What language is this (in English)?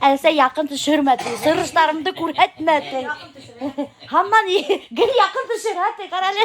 Bashkir